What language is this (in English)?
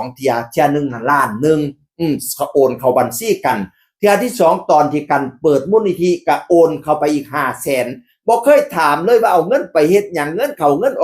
Northeastern Thai